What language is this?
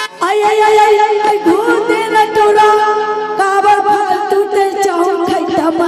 Chhattisgarhi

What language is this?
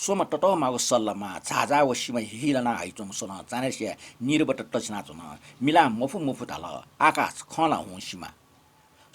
Newari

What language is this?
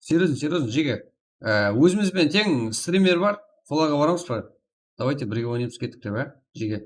Kara-Kalpak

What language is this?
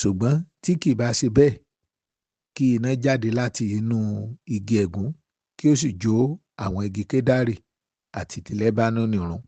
Yoruba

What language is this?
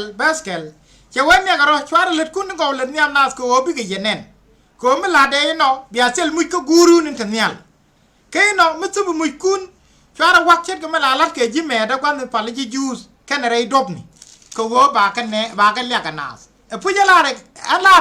Nuer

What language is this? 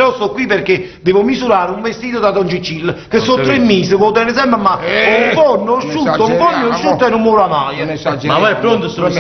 Neapolitan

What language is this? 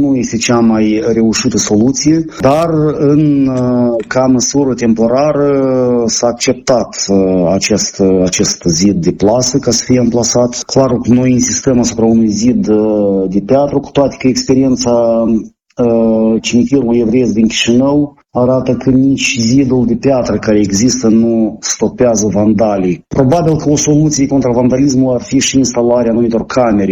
Romanian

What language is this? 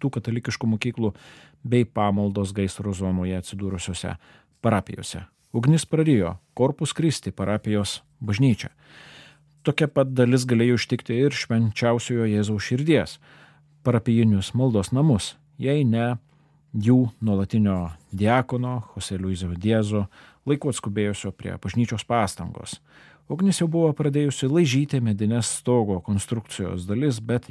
Lithuanian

